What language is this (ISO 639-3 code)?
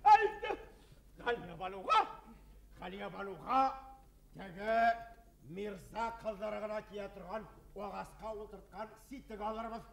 bak